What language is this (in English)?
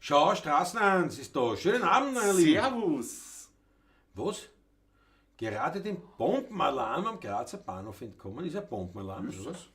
Bavarian